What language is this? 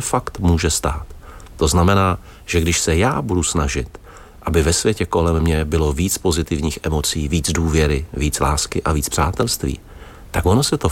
Czech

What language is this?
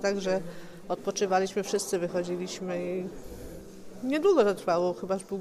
Polish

